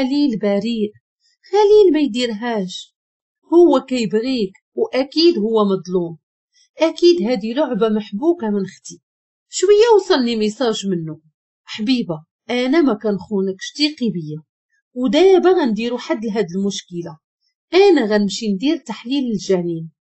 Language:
Moroccan Arabic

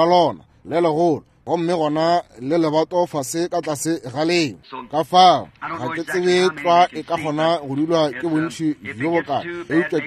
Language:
Northern Sotho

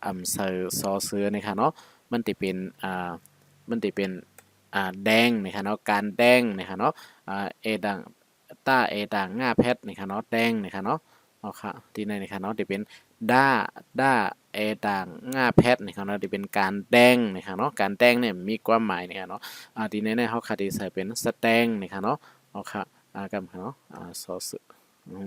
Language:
Shan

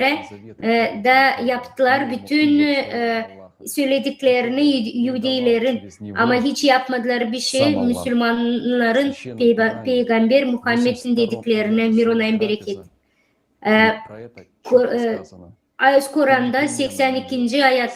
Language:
Gagauz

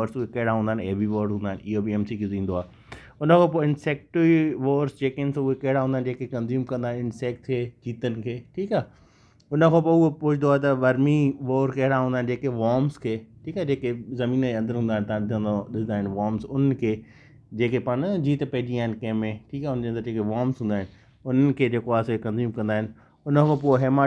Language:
Sindhi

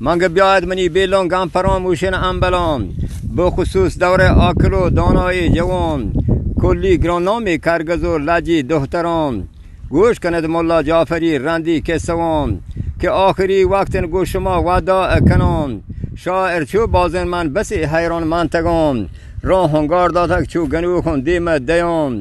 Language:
Eastern Balochi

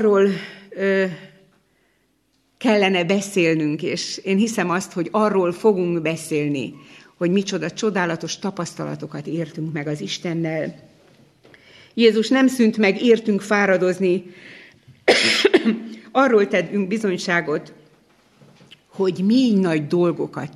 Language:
Hungarian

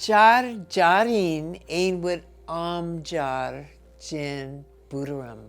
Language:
Marshallese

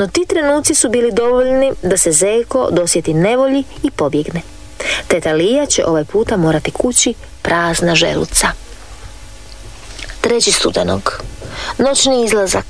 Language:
Croatian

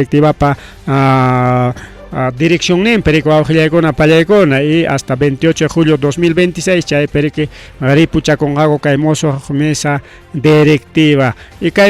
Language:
Ayacucho Quechua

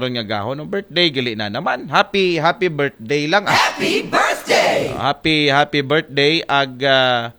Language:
Aklanon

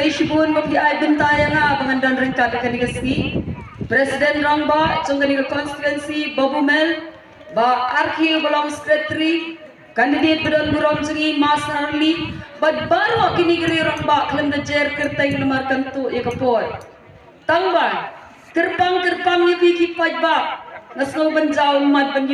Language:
Khasi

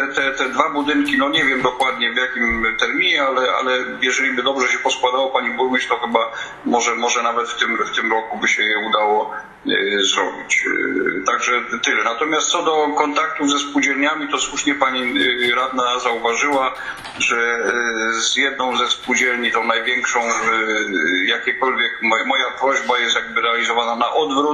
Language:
Polish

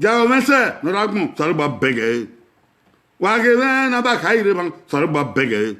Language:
Bini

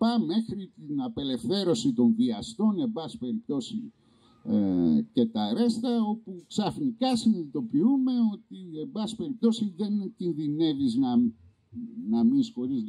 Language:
Greek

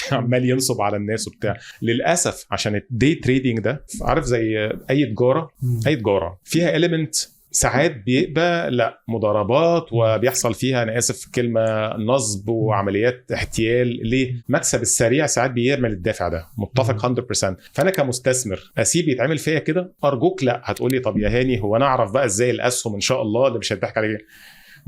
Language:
Egyptian Arabic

